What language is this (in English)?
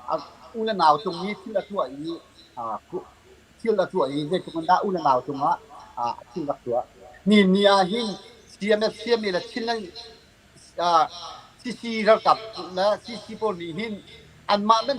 Hakha Chin